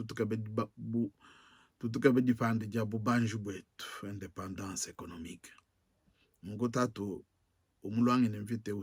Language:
Luba-Lulua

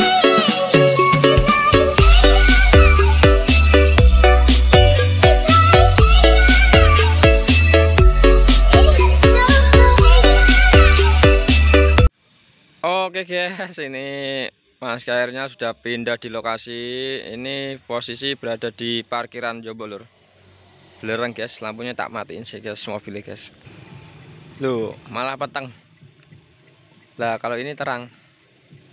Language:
Indonesian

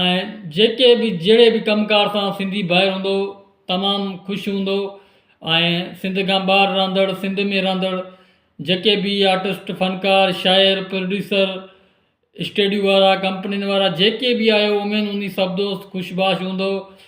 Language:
Sindhi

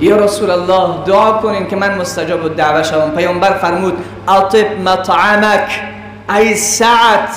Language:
Persian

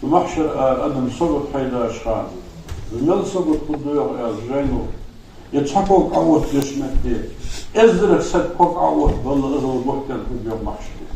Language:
Ingush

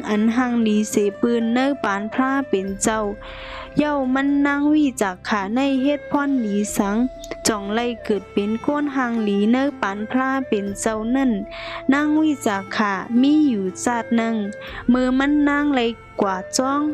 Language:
Shan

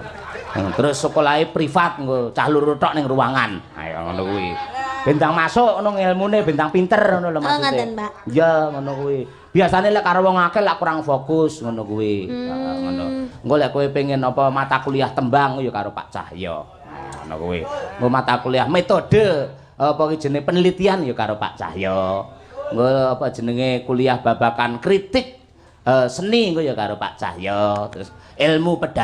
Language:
Javanese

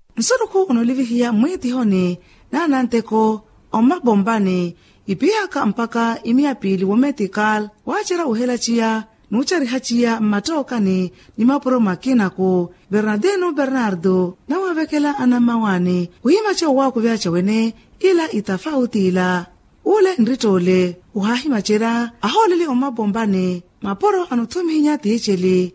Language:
Makhuwa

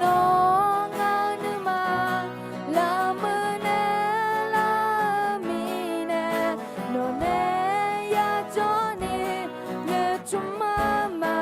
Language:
Akha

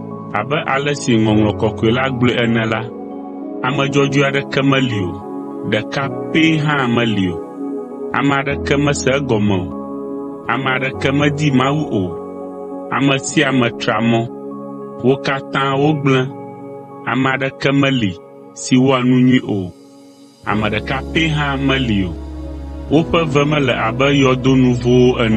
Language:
Ewe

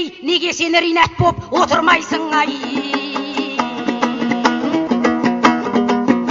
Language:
Kazakh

